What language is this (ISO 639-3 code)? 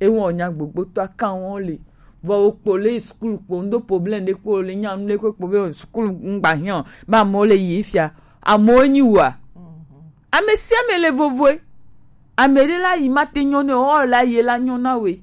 gej